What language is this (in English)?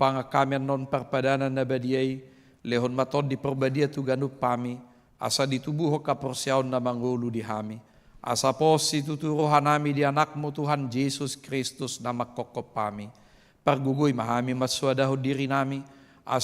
Batak Toba